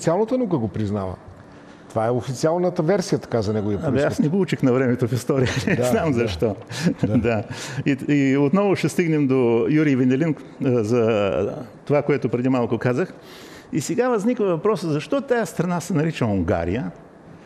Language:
Bulgarian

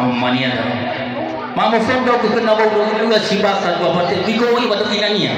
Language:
Nias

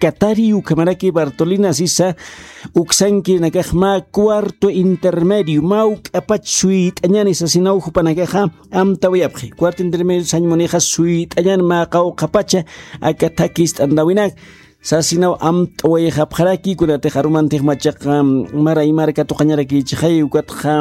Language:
Aymara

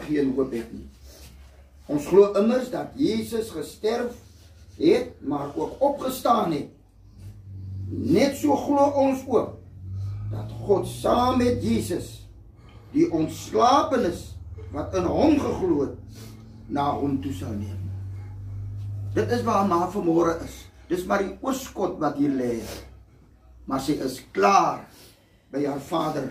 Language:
Afrikaans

